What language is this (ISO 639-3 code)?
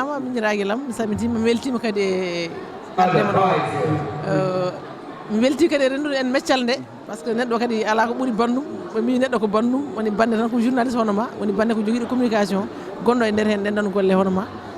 ful